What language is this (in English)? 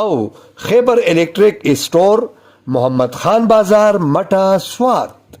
Pashto